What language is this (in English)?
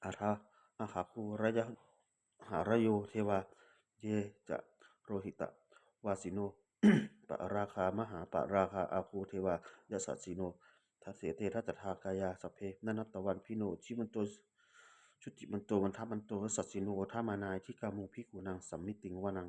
Pali